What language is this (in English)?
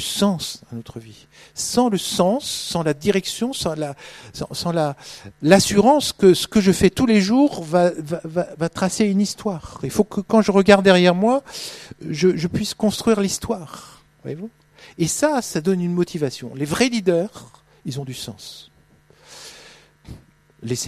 French